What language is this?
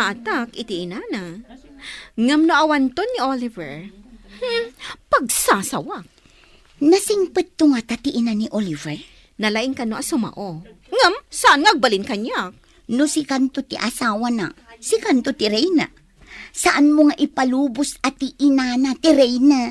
Iloko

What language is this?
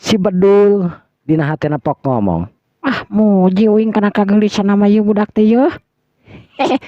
Sundanese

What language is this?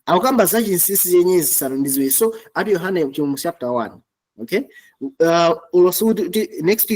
Nyanja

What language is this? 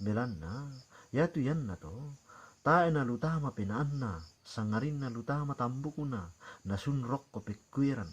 Toraja-Sa'dan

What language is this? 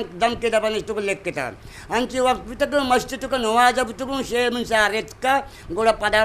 Eastern Balochi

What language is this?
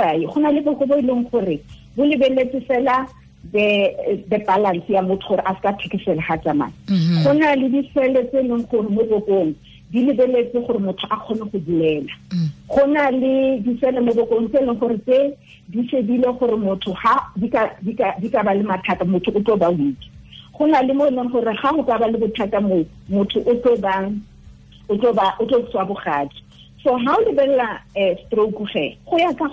Tswana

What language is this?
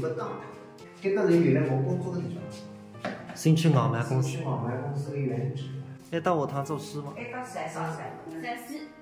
Wu Chinese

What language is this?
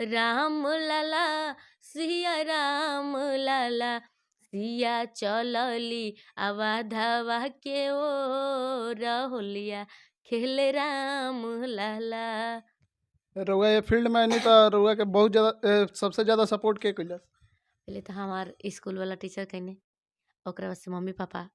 Bhojpuri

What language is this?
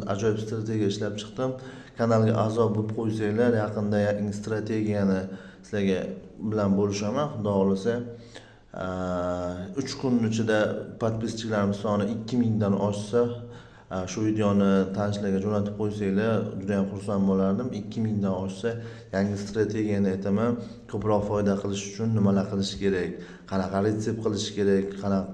Uzbek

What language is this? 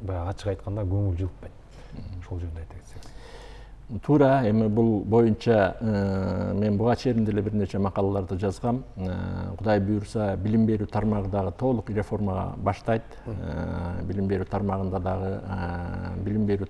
Kyrgyz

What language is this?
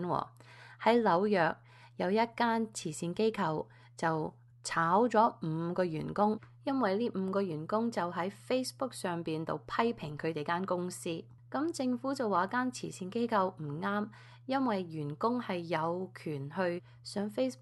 Cantonese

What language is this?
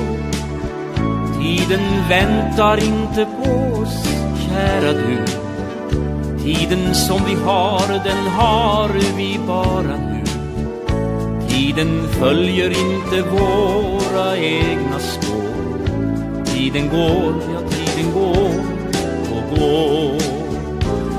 Swedish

